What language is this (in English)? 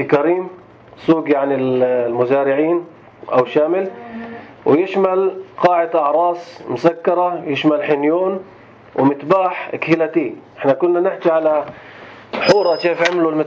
North Levantine Arabic